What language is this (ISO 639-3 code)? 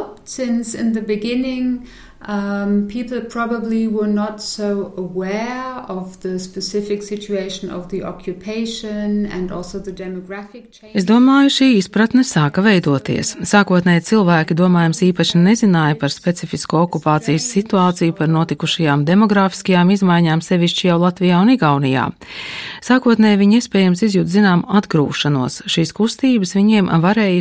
lav